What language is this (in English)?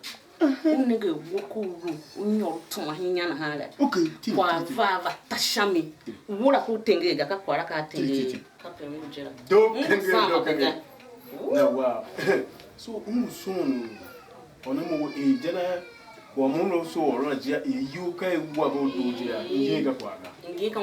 Tiv